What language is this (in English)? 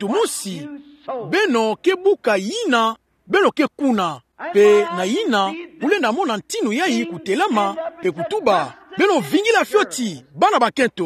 Kituba (Democratic Republic of Congo)